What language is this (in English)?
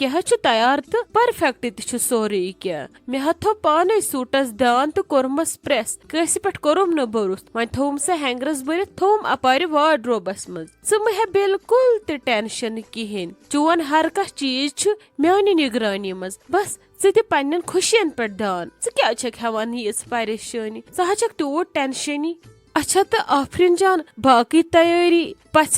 Kashmiri